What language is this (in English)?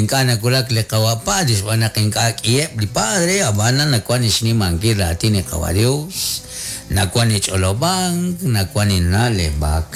Kekchí